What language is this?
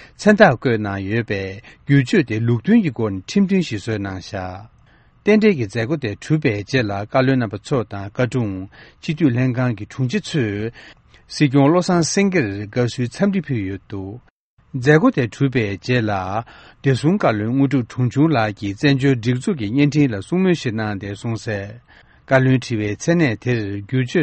Tibetan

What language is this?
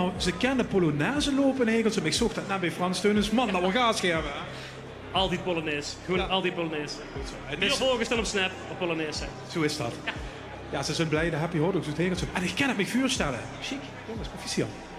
Limburgish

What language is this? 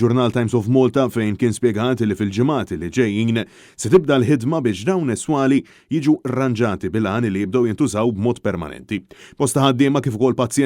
Maltese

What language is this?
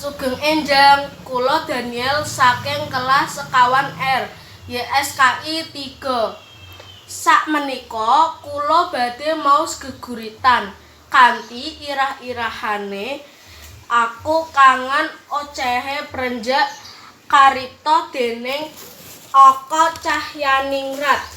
Javanese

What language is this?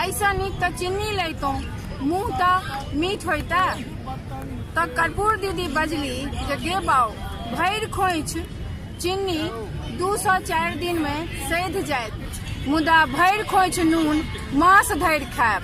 Maithili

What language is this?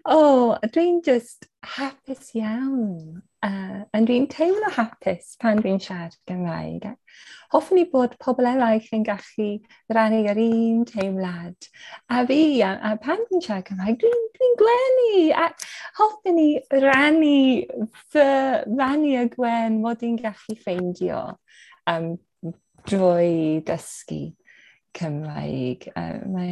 Welsh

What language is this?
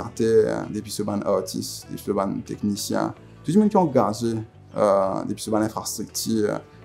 Morisyen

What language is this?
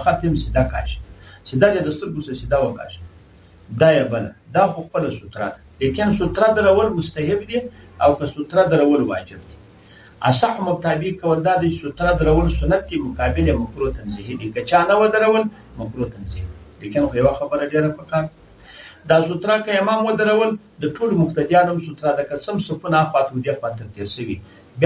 Pashto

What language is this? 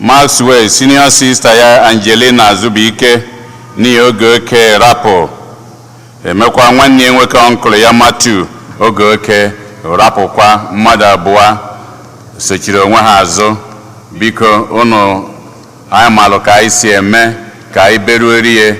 Igbo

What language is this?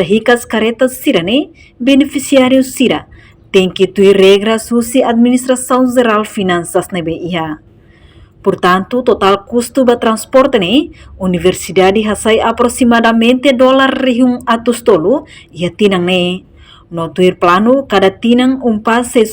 Tetum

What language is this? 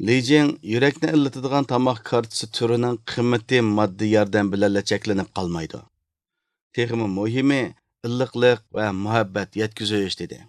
Uyghur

